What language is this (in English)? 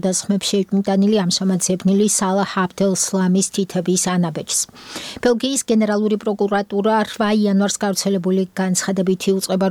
Georgian